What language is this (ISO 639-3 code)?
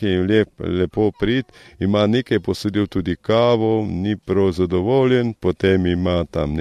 slv